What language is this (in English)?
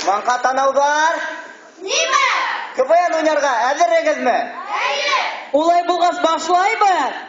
Bashkir